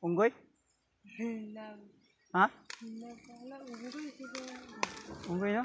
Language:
Cebuano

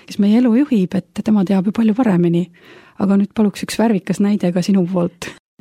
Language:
Estonian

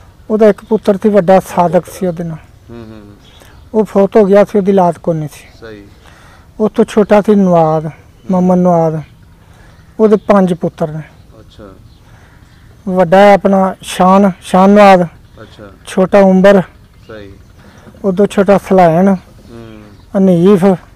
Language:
Punjabi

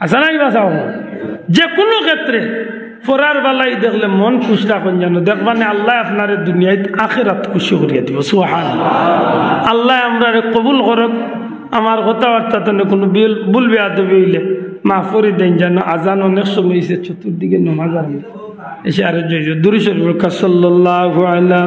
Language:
Sylheti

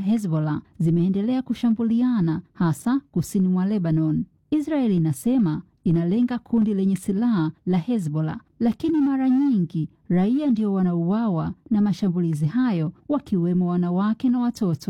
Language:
Swahili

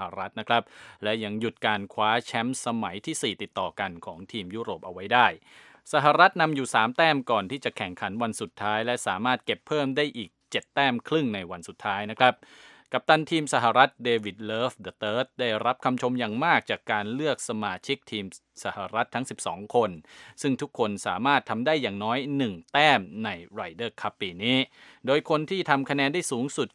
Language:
Thai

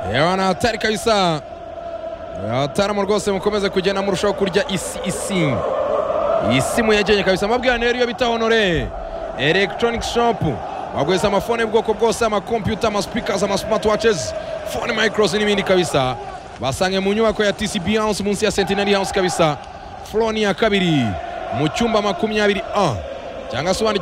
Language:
Kinyarwanda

